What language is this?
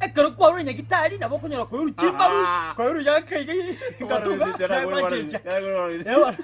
Gusii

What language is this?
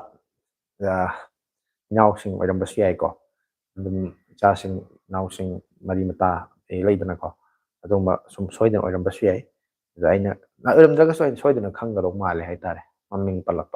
Manipuri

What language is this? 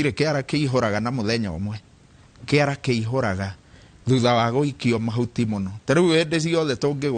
Kikuyu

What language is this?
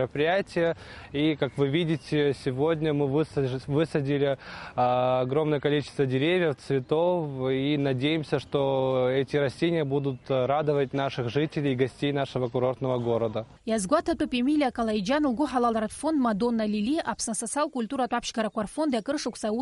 Abkhazian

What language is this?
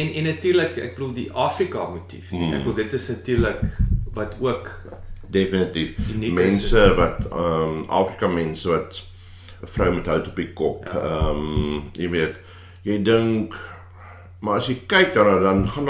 Afrikaans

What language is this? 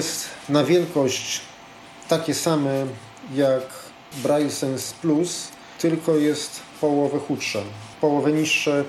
Polish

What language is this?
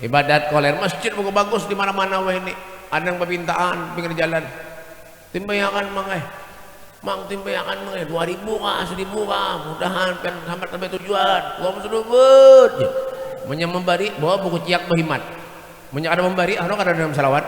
Banjar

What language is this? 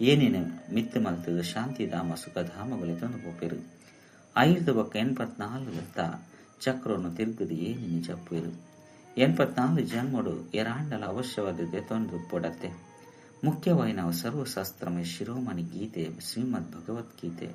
Tulu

